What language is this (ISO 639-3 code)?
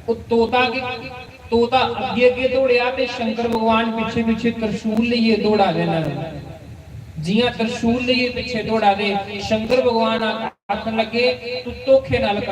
doi